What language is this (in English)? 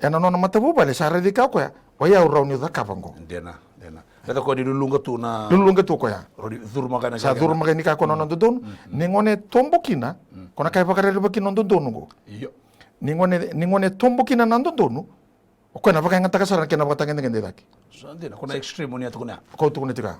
Fijian